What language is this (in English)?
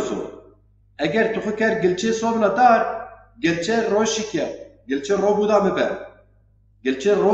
Zaza